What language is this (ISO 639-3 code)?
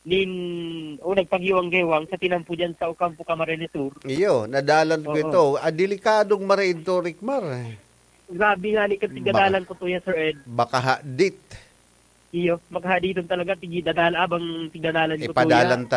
bik